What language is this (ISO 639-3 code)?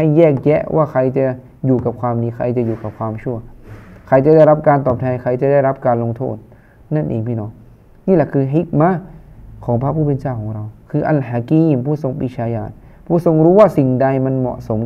tha